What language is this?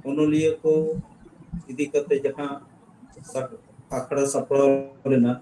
Santali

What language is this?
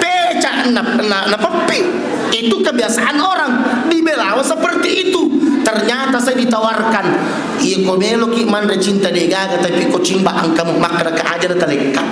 Buginese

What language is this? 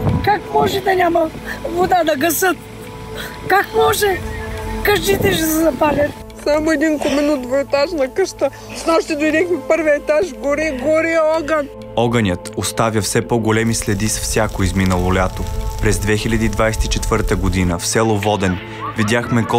Bulgarian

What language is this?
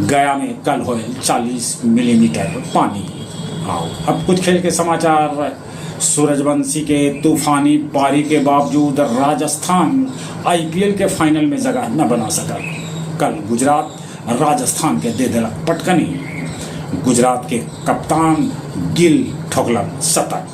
Magahi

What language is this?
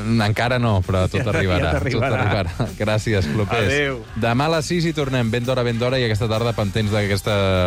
Catalan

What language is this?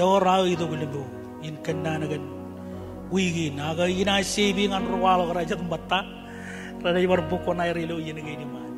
Marshallese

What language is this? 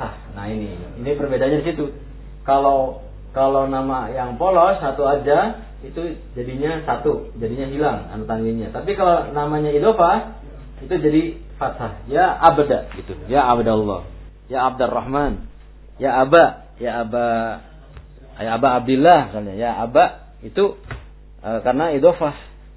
Indonesian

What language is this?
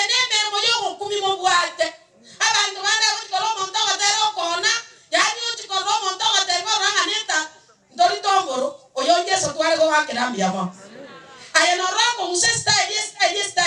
Gusii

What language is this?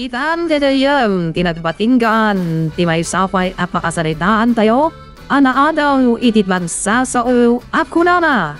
Iloko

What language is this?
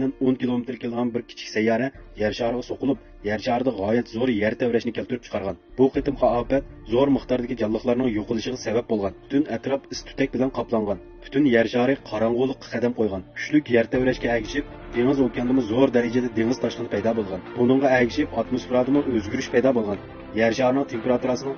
Uyghur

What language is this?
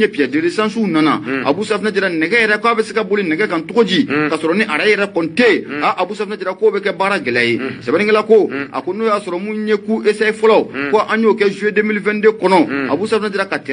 Bambara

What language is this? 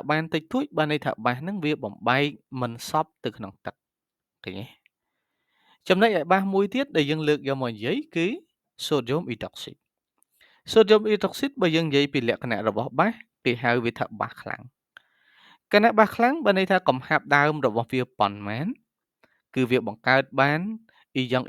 Khmer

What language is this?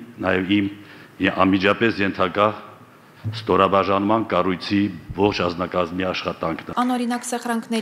Armenian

